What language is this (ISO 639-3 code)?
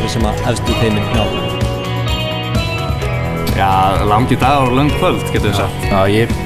isl